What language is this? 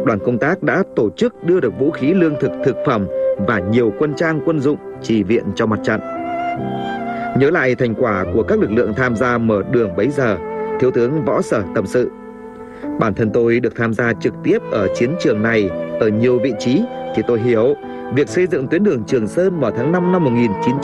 Vietnamese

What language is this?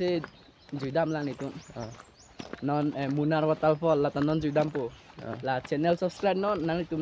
Karbi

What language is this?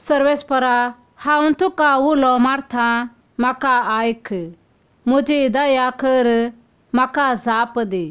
Konkani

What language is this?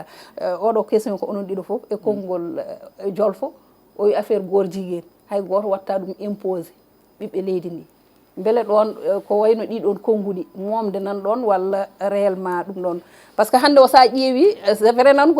Fula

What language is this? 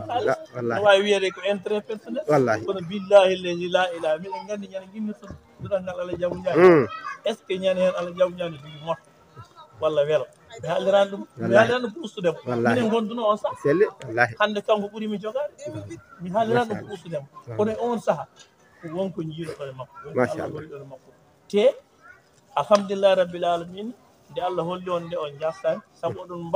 Fula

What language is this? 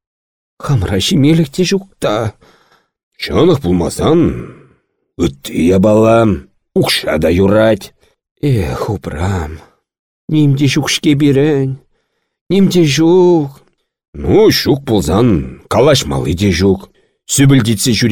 Chuvash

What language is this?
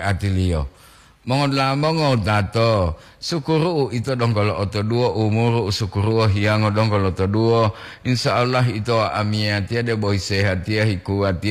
Gorontalo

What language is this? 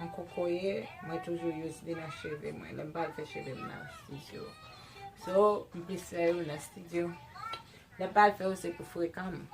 Haitian Creole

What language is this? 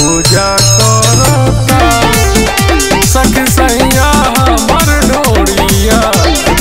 Bhojpuri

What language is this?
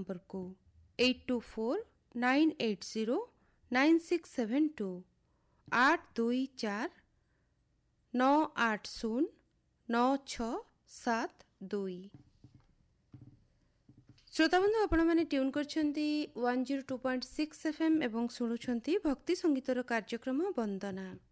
Odia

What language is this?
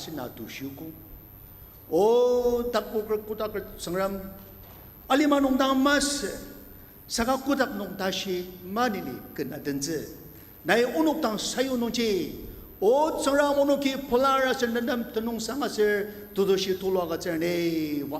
Ao Naga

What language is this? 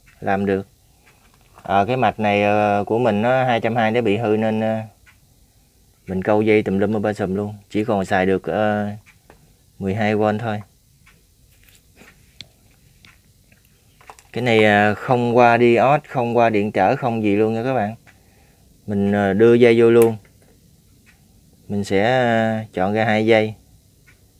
Vietnamese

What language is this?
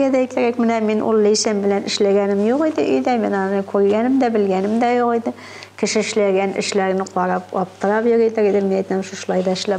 Tatar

